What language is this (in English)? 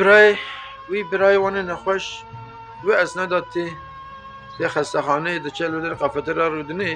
Kurdish